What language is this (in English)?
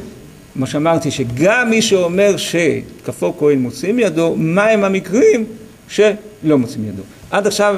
Hebrew